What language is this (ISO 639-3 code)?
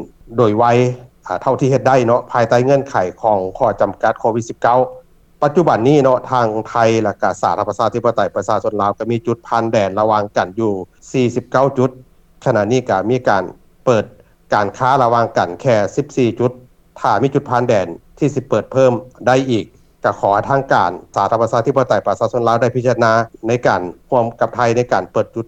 lao